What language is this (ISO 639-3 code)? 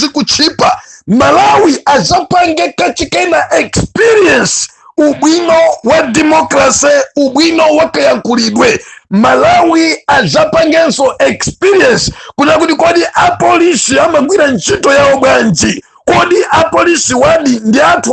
nya